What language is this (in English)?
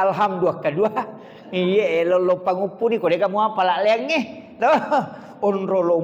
Buginese